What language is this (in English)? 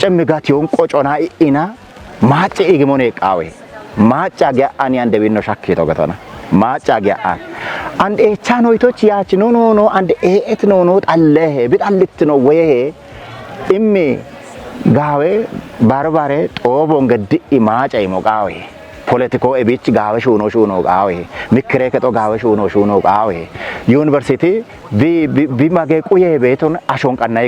Kafa